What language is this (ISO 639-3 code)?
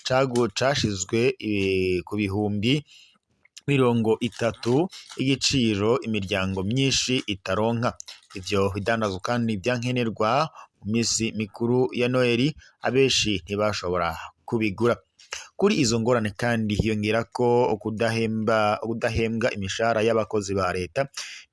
run